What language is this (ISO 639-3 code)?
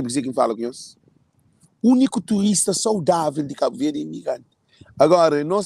kea